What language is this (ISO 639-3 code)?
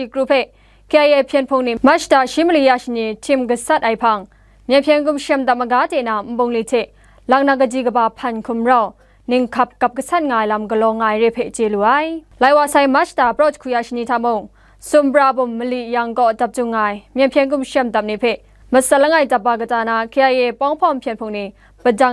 kac